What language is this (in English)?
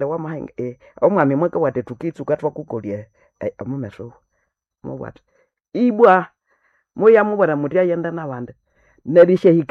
Nande